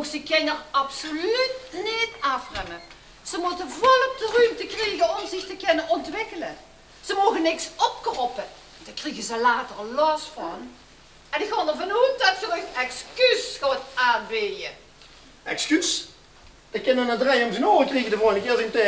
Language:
Limburgish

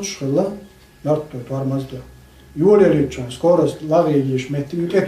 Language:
Chechen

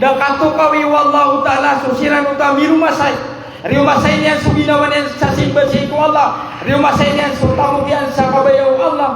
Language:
Maranao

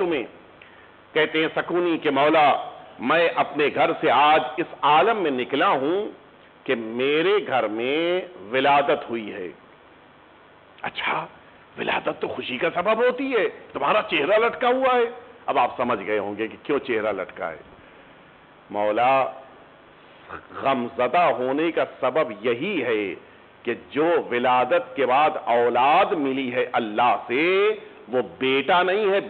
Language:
Urdu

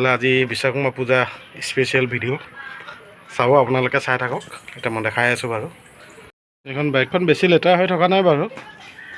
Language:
Assamese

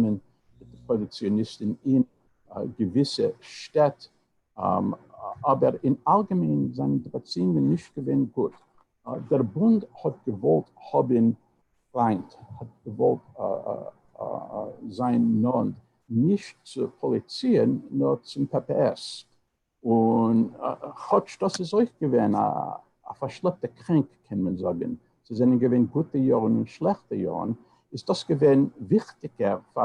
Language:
Yiddish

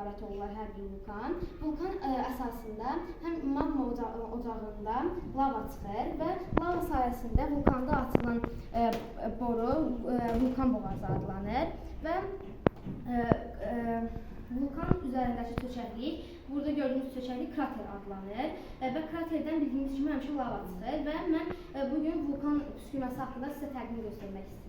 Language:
Azerbaijani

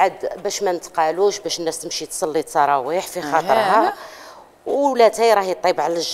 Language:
Algerian Arabic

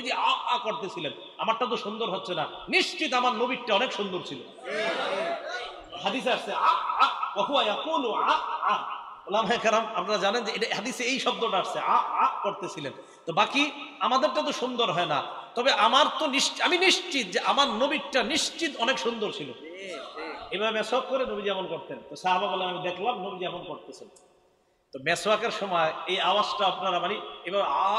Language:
Bangla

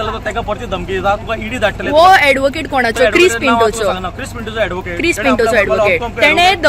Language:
Konkani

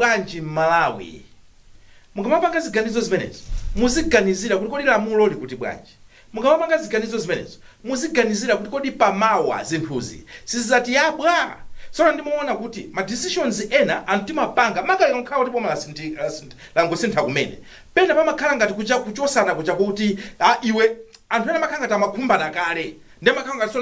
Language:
Nyanja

